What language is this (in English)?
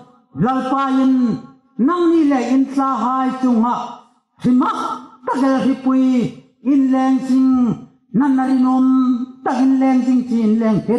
Hmar